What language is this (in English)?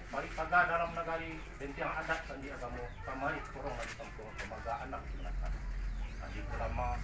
Minangkabau